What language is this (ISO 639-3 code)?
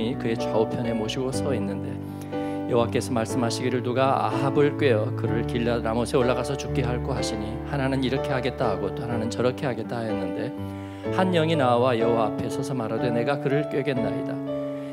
kor